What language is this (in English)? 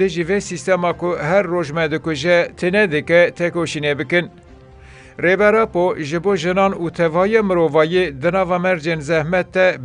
Kurdish